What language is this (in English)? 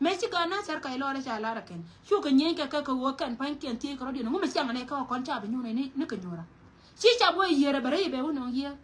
Nuer